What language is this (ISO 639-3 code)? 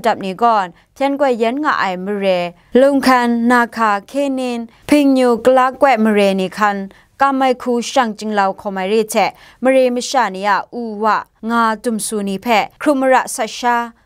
kac